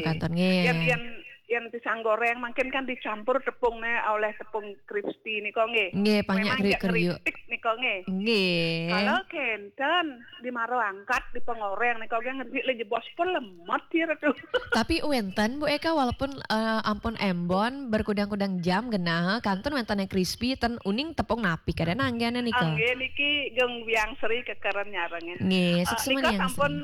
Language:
Balinese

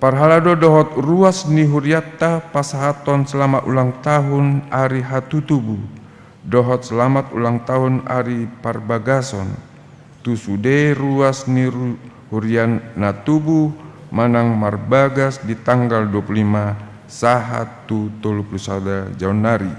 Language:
Batak Toba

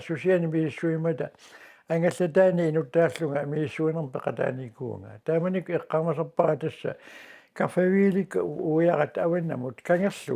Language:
Kalaallisut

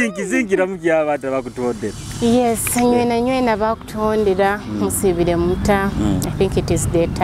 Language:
Nyoro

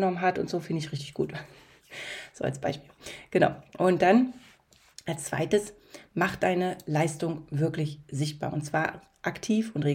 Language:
German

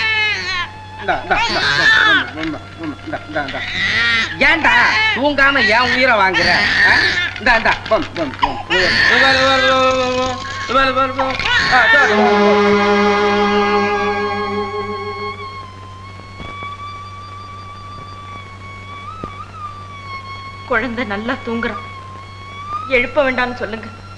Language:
Tamil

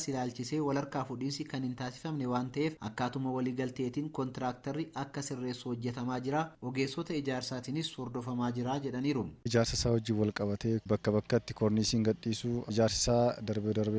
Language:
Oromo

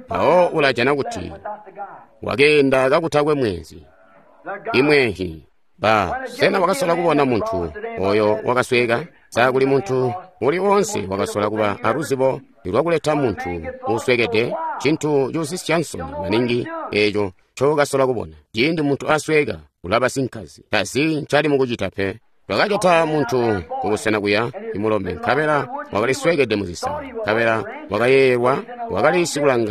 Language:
Tonga (Zambia)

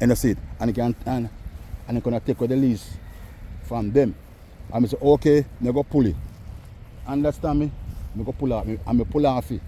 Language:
Jamaican Creole English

